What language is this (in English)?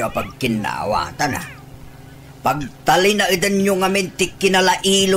Iloko